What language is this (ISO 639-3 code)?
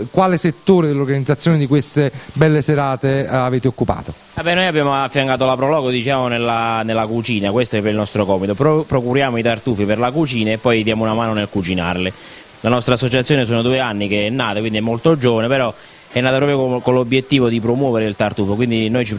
ita